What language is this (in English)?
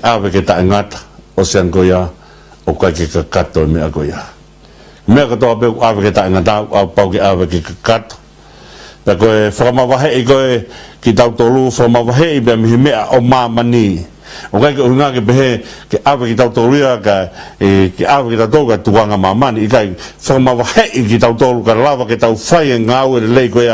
Tongan